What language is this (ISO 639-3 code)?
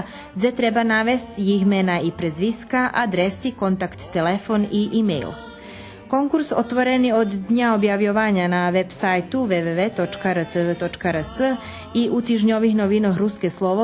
rue